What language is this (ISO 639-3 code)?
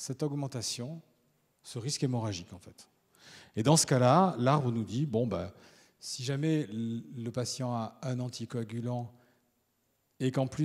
fra